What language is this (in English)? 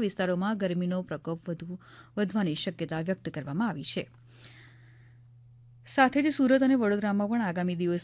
Gujarati